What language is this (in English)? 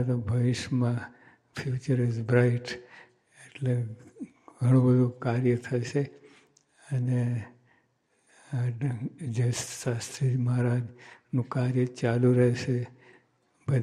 Gujarati